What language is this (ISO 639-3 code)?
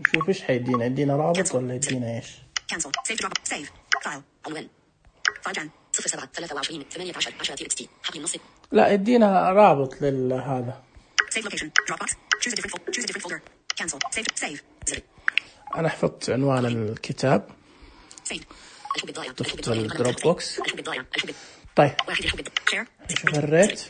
ars